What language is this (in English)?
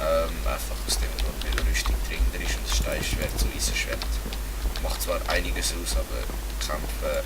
Swiss German